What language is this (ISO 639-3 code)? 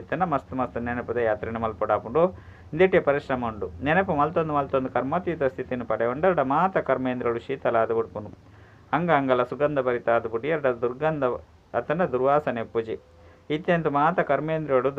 tcy